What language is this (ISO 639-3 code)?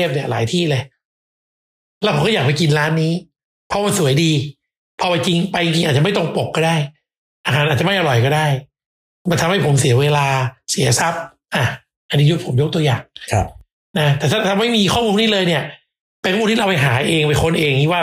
tha